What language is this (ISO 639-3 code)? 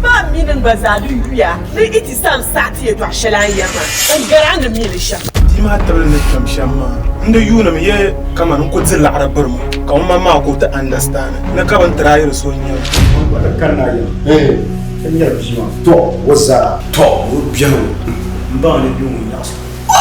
dag